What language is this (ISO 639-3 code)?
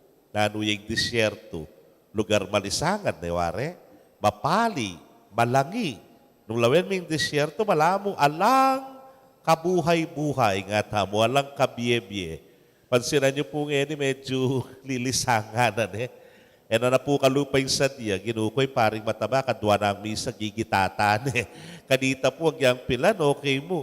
pam